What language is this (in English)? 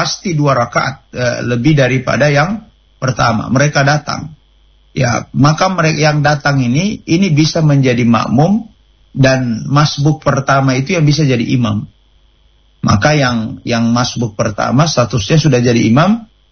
Indonesian